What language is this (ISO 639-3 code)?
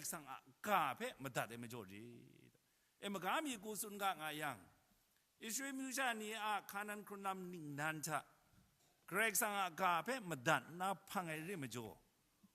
kac